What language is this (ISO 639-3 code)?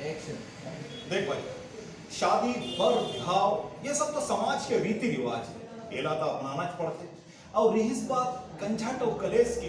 hne